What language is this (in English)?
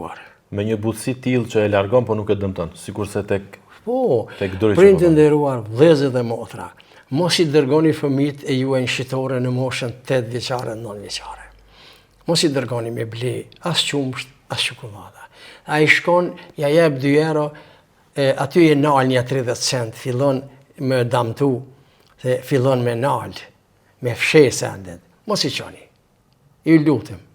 Albanian